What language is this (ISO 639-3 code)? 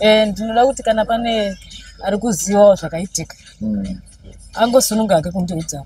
sna